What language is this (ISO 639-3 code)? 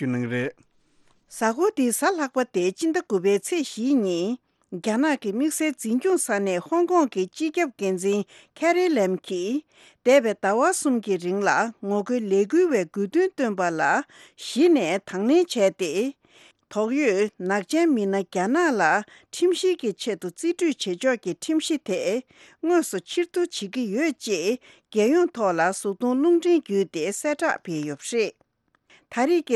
bod